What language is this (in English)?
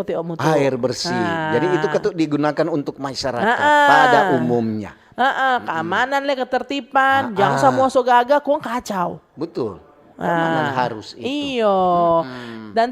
Manado Malay